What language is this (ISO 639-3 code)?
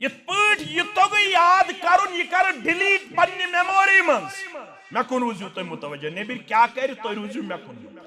kas